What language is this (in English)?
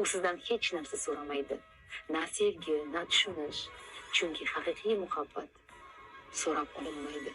Uzbek